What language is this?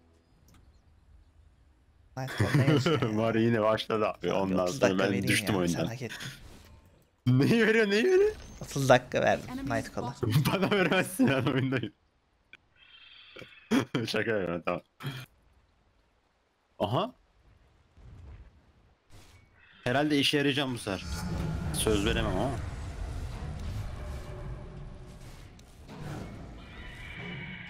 Turkish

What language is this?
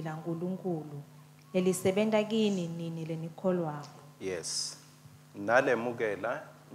Swati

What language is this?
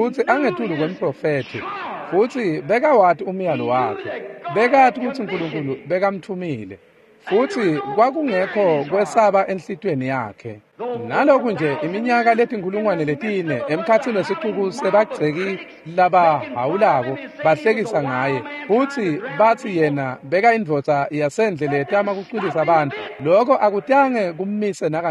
Swati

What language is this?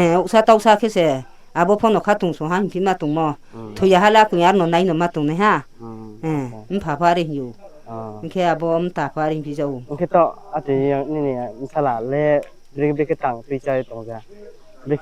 Riang (India)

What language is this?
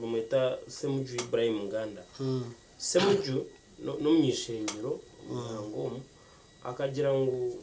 Nyankole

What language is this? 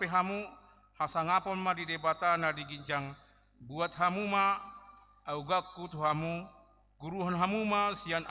Batak Toba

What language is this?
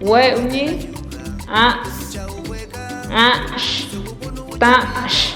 Páez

